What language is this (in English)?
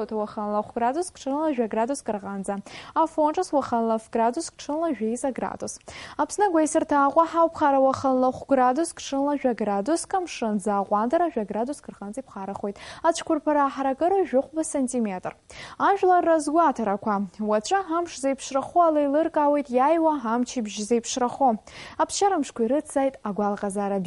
Abkhazian